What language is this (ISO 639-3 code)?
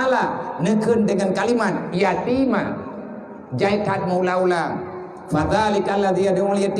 ace